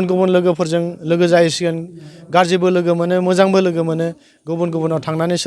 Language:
Bodo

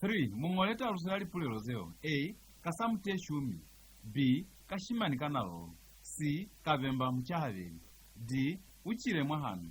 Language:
Lozi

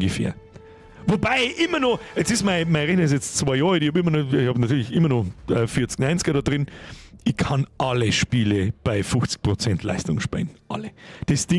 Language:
Bavarian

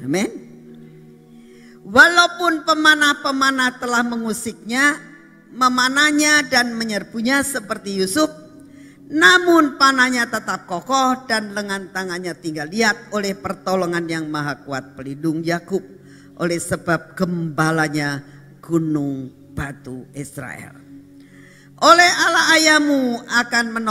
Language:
Indonesian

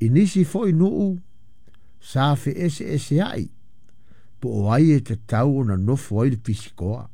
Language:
Samoan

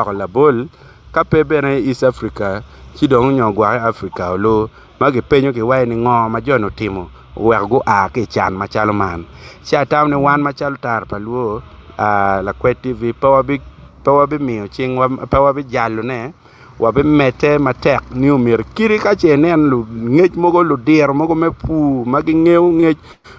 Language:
Acoli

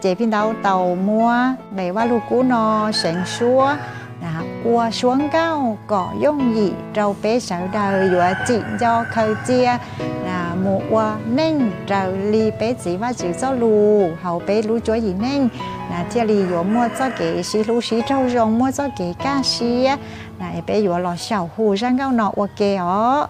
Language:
Hmong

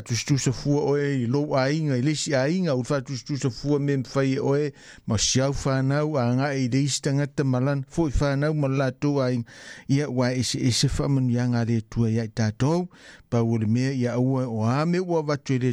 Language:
Samoan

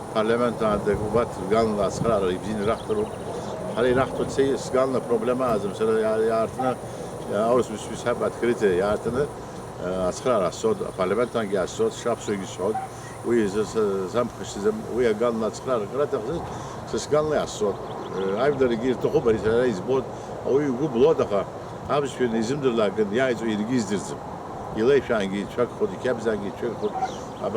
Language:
Abkhazian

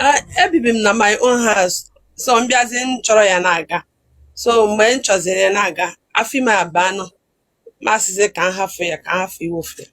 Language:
Igbo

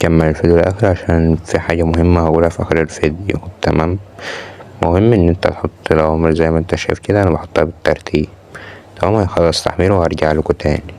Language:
Egyptian Arabic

